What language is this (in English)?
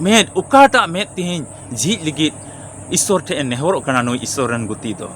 Santali